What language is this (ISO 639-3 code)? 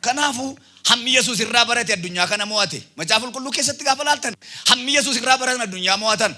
orm